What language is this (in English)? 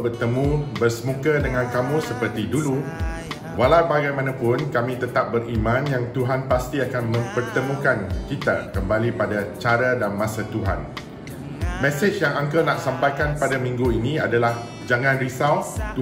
Malay